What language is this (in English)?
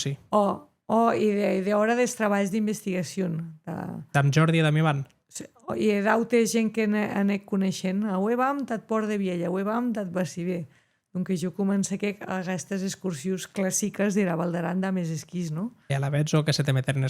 Occitan